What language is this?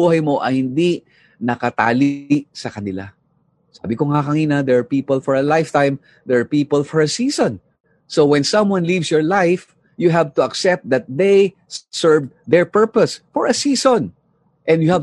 Filipino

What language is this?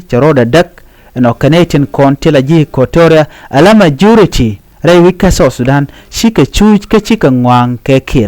Nuer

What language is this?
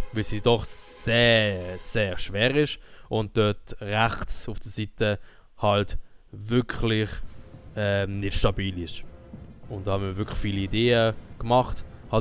Swiss German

